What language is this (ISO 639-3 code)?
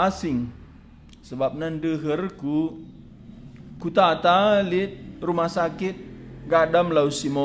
btx